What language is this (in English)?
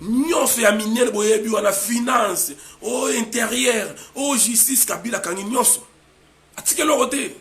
Lingala